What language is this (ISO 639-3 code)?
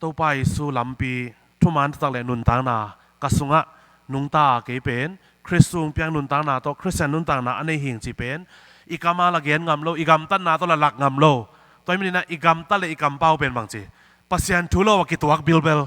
ctd